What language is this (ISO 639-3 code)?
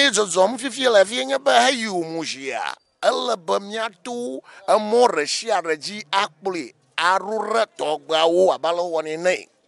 ewe